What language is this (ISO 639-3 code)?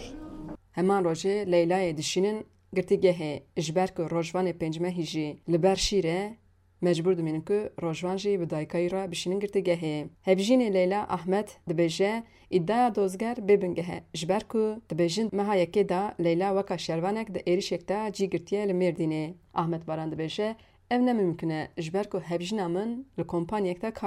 kur